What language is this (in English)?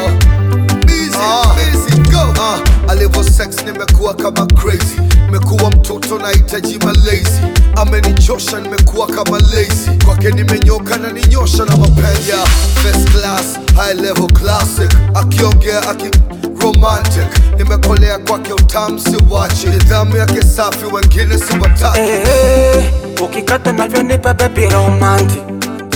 Swahili